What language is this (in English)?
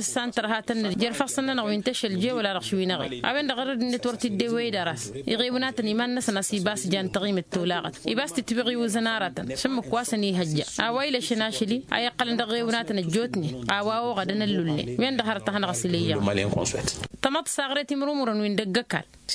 Tamasheq